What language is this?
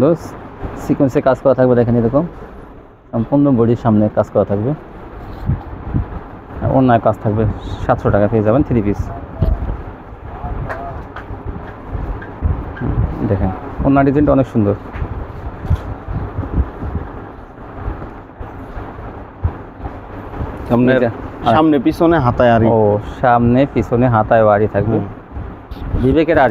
Bangla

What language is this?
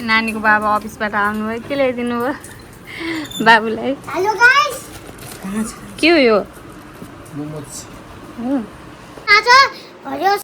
Nepali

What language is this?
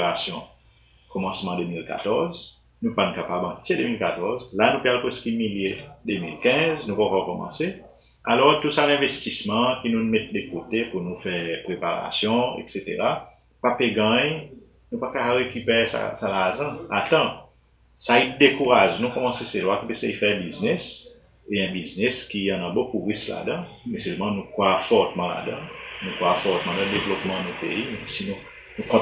Seselwa Creole French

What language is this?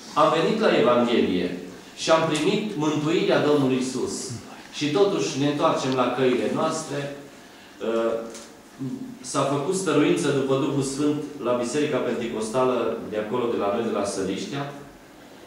Romanian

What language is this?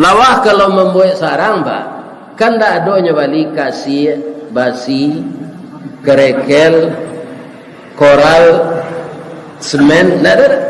Minangkabau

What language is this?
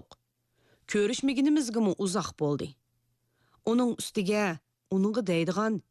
Uyghur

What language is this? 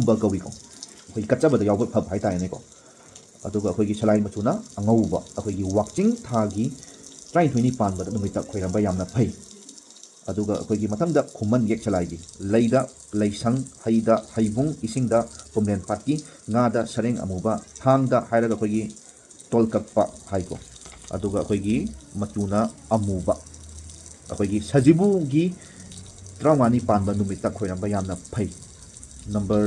Manipuri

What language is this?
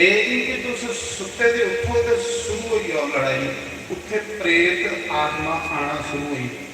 Dogri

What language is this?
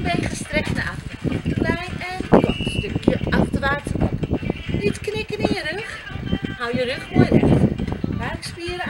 Dutch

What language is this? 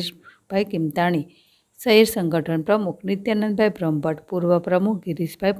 Gujarati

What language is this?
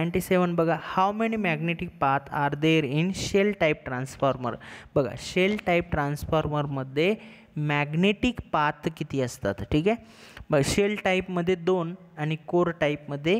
Marathi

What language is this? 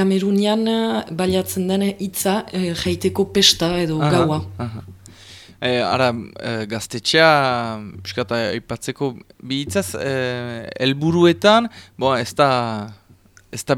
Basque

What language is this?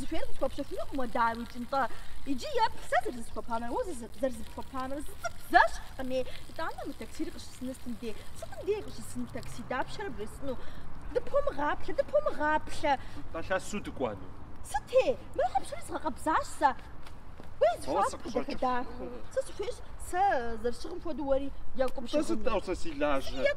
Kabardian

